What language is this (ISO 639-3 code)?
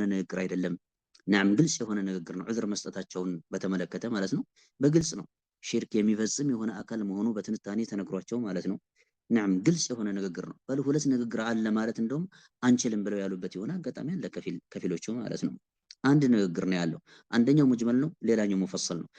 amh